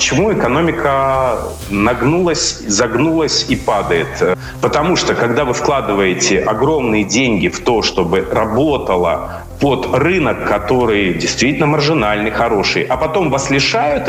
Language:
Russian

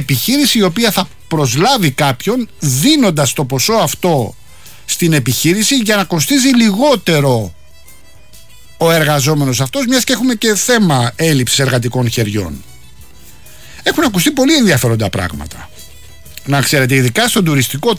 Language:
Greek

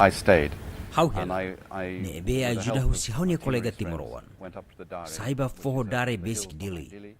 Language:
Tetum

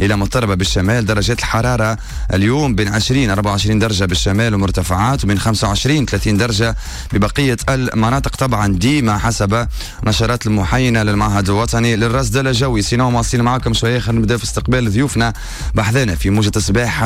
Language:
Tunisian Arabic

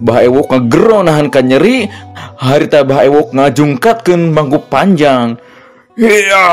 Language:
Sundanese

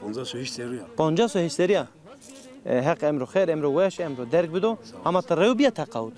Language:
Zaza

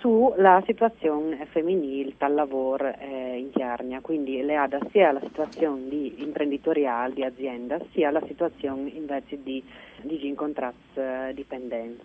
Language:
Friulian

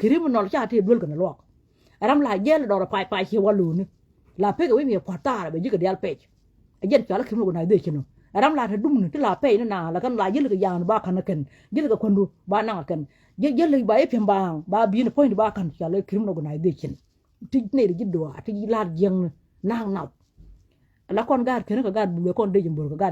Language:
Nuer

